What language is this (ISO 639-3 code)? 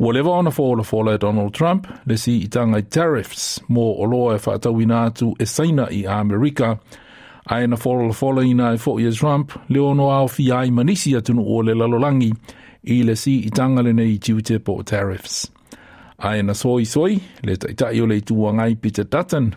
smo